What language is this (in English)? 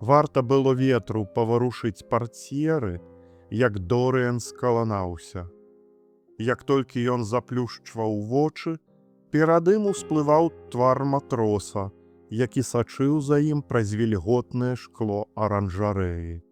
Belarusian